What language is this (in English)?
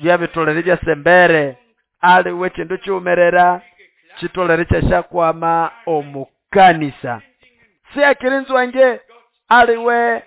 Nande